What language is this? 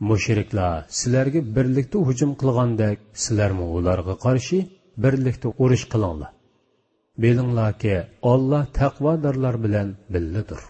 Uyghur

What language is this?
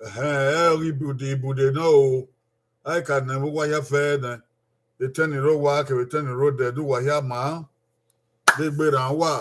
Bini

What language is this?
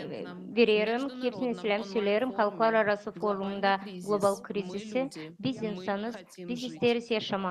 Gagauz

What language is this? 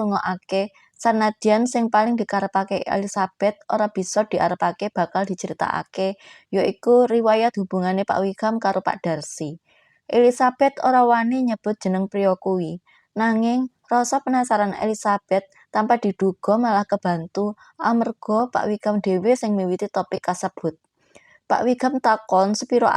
Javanese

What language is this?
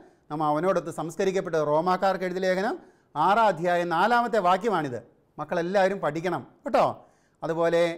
Malayalam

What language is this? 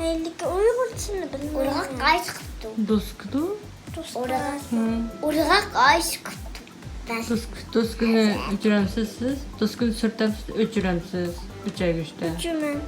Uyghur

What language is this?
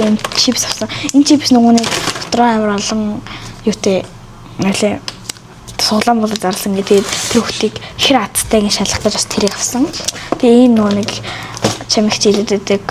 Mongolian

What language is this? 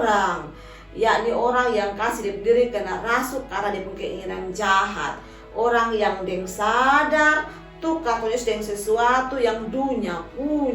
Kupang Malay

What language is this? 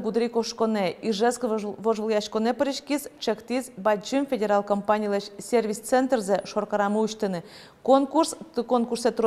Udmurt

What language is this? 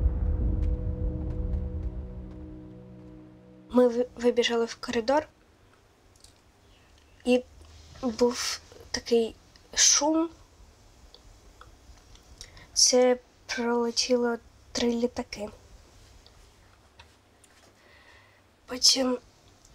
Ukrainian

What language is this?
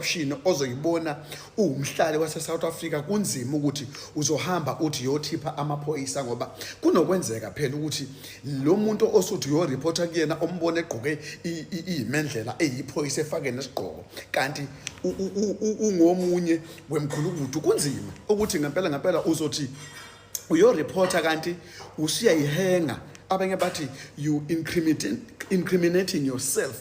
Zulu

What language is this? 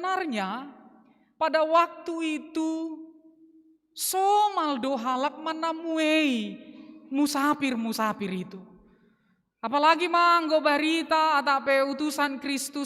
Batak Simalungun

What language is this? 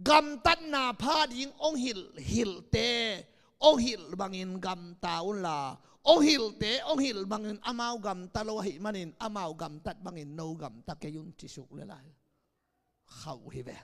Tedim Chin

